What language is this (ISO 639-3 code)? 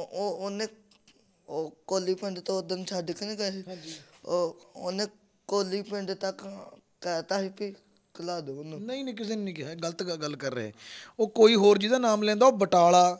pan